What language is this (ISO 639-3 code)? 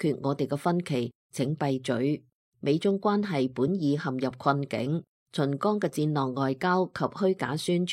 yue